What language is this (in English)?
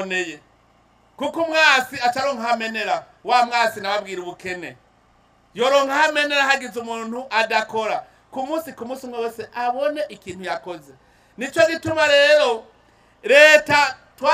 Rundi